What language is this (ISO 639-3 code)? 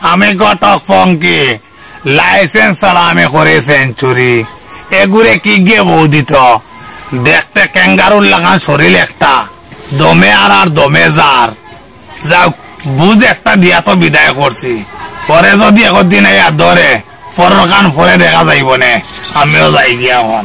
syl